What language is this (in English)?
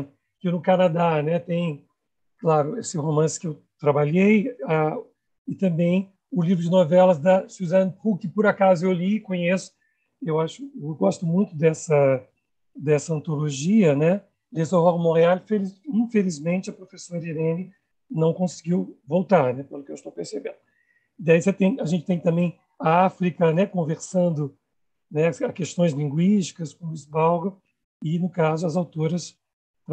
Portuguese